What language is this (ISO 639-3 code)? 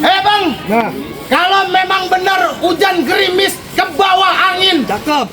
bew